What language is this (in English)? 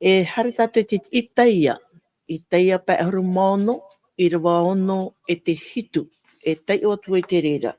Tahitian